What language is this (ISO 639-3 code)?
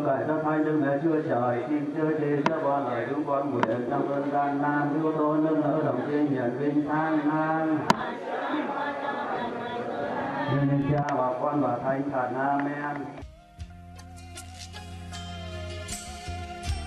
vie